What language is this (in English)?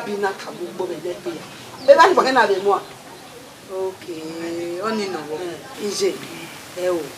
Bini